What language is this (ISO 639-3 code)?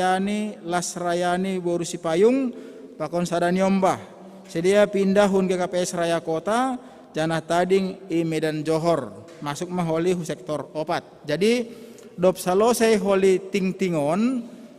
bts